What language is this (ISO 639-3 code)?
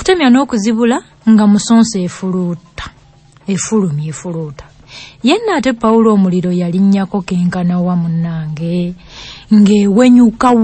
lug